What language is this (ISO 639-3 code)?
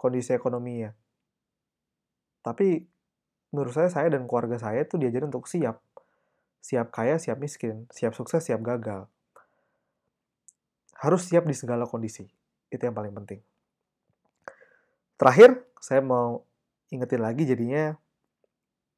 ind